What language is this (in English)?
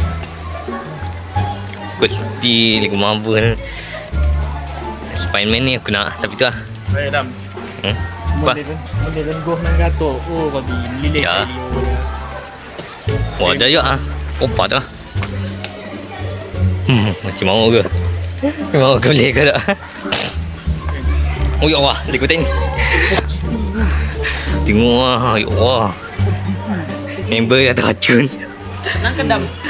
Malay